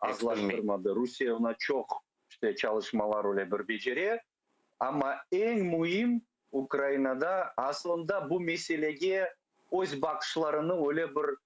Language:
Crimean Tatar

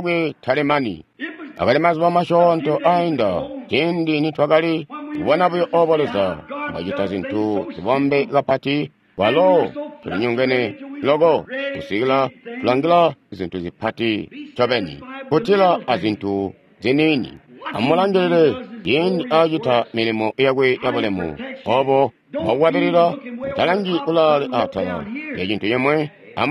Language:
Tonga (Zambia)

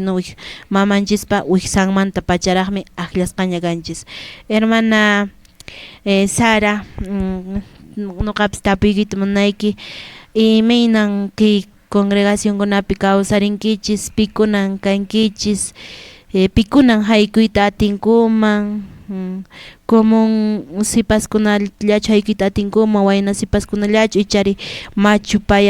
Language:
Quechua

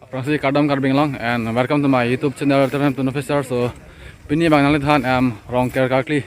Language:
Karbi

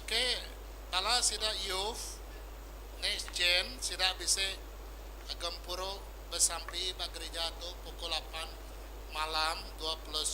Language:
Iban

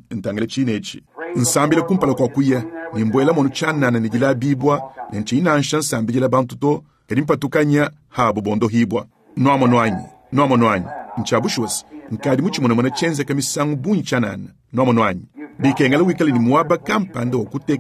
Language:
Luba-Lulua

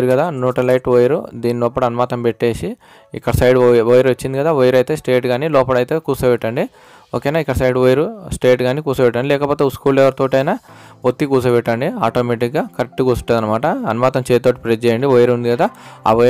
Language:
Telugu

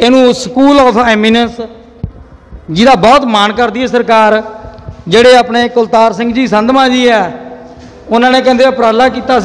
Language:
Punjabi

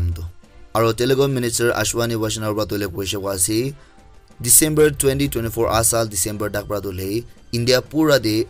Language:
Naga Pidgin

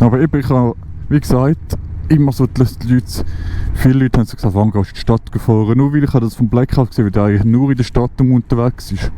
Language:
Swiss German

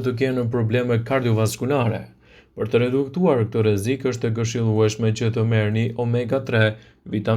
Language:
Albanian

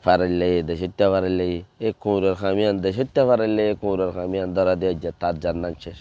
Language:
Rohingya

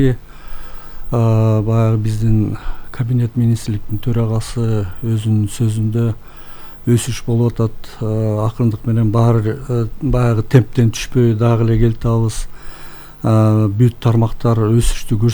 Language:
Kyrgyz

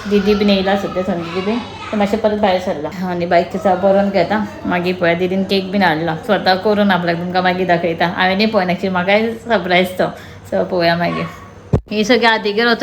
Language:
Konkani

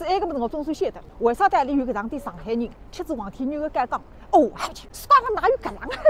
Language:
Wu Chinese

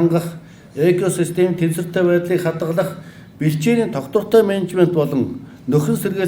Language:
Mongolian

